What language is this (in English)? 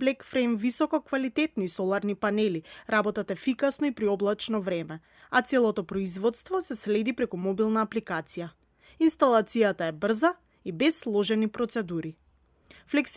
Macedonian